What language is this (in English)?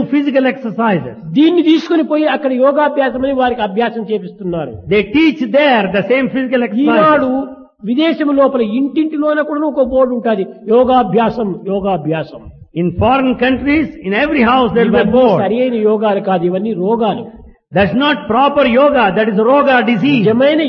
Telugu